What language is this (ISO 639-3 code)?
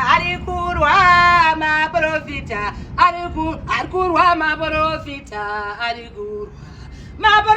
sna